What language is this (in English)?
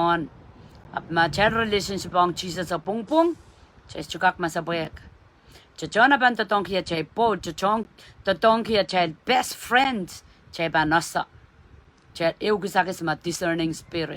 Pohnpeian